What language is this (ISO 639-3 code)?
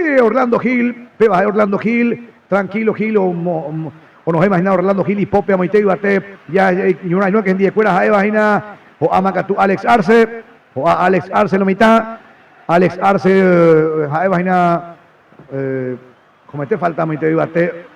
grn